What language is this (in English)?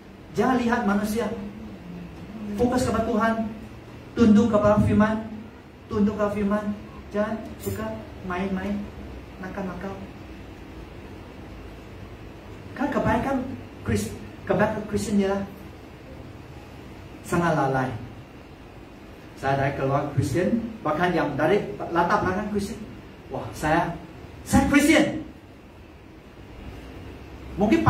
Malay